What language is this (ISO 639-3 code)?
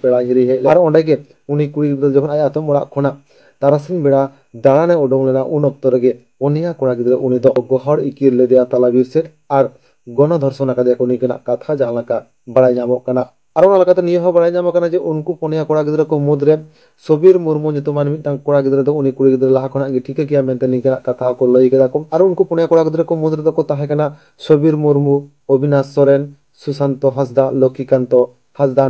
sat